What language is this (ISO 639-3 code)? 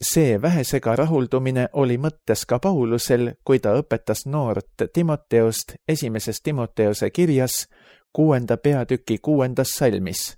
est